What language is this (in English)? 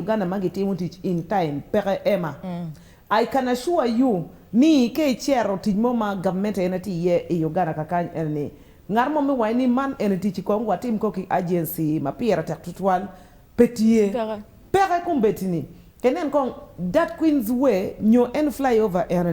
Acoli